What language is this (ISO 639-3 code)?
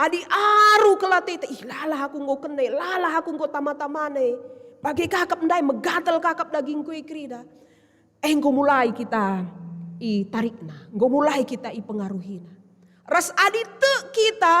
btx